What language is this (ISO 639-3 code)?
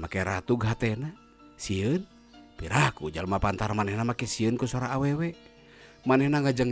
sun